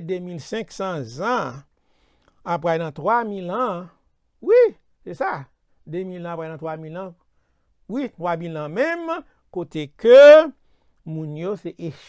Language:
Haitian Creole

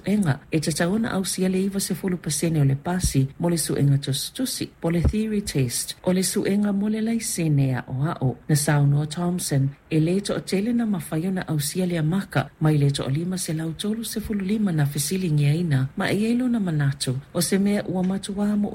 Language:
Samoan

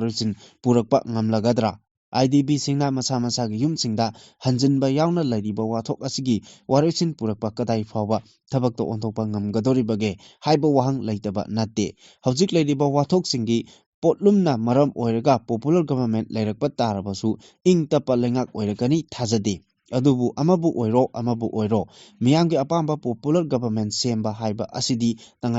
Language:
Manipuri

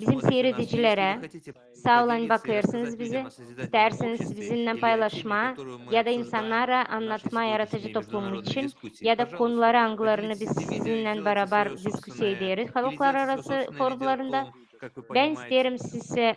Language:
Gagauz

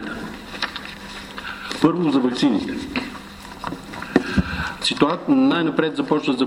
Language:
Bulgarian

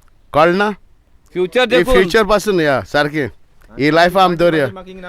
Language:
Konkani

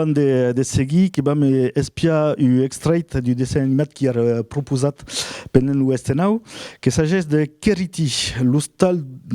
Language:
Occitan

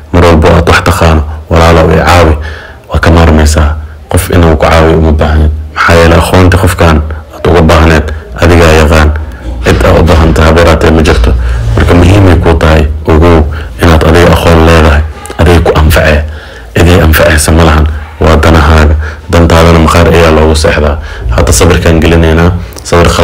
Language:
Somali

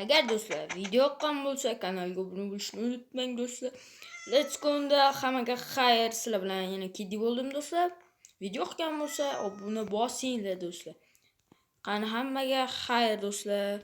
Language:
Uzbek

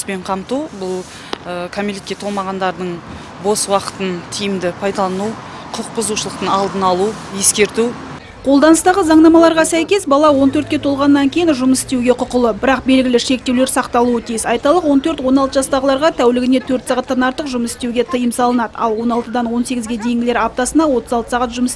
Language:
Kazakh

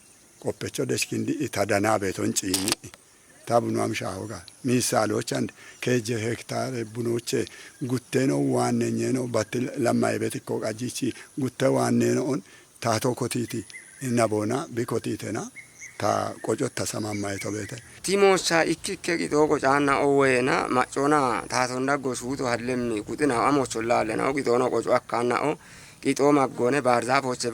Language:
Kafa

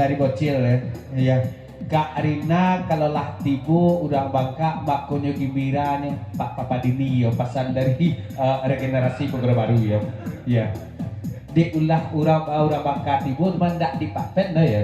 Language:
Minangkabau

